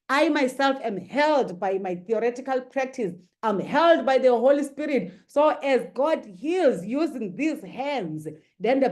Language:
English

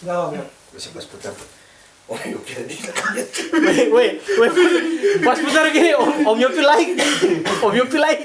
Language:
Ambonese Malay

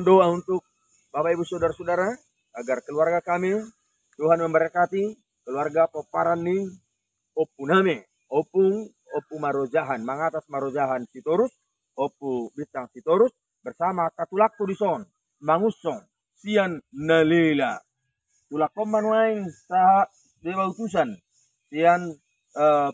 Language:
Batak Toba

